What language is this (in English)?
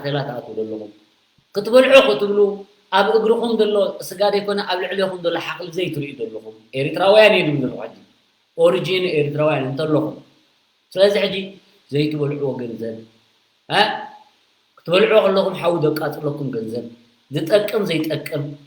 Tigrinya